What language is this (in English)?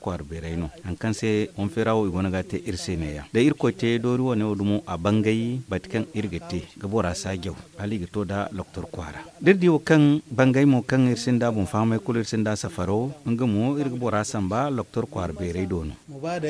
Zarma